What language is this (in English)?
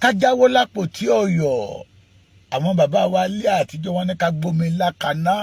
Yoruba